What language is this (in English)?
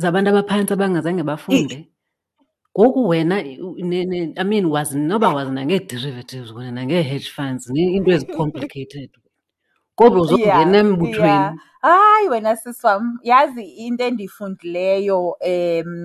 Xhosa